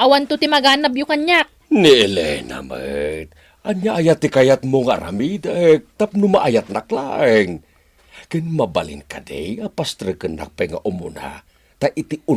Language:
Iloko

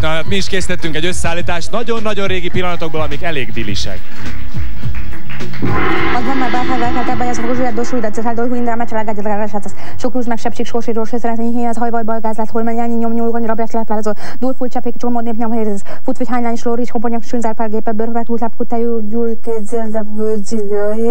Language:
Hungarian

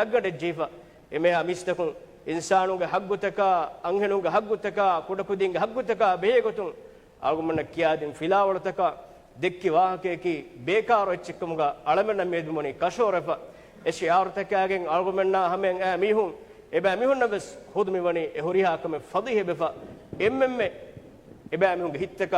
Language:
Divehi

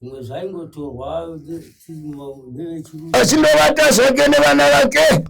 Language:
Shona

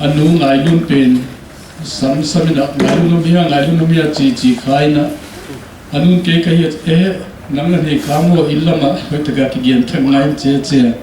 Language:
Paite Chin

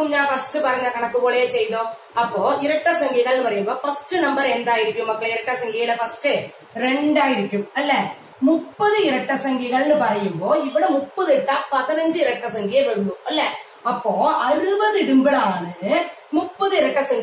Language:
Malayalam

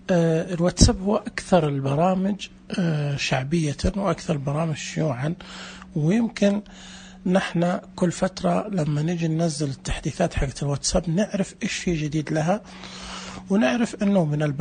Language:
Najdi Arabic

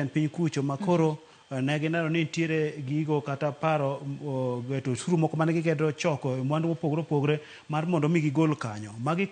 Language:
Luo (Kenya and Tanzania)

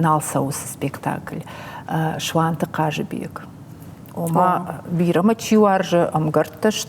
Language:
Ossetic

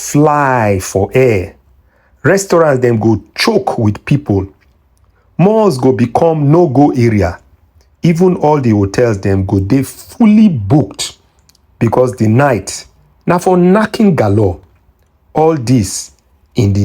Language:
Nigerian Pidgin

